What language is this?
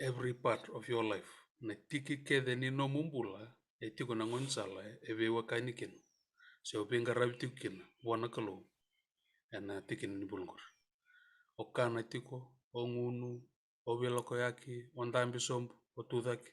Fijian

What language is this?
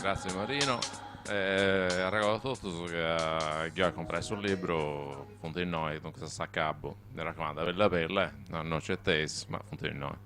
Sardinian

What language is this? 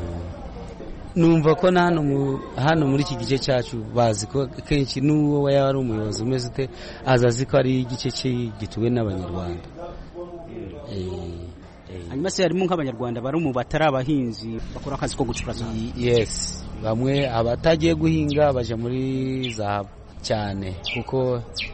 Kinyarwanda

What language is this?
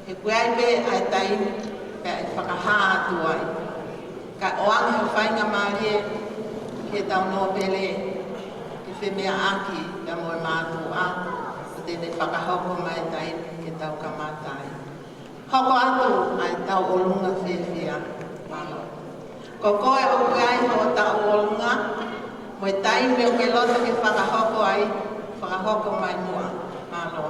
Tongan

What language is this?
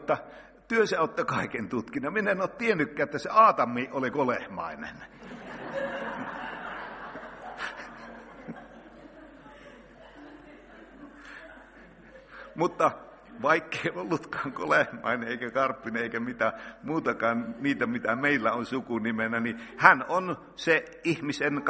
Finnish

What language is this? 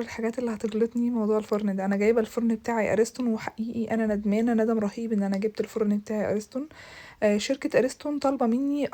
Egyptian Arabic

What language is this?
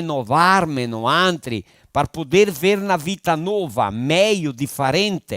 Venetian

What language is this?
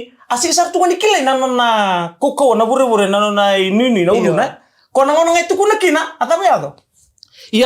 Fijian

